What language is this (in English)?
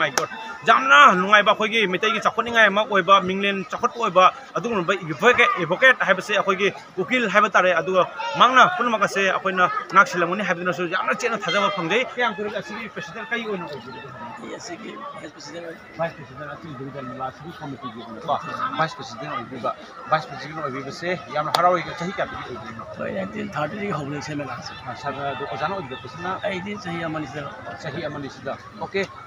Manipuri